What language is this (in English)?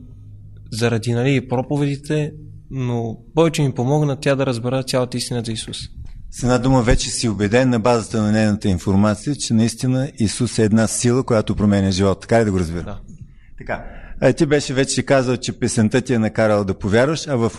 Bulgarian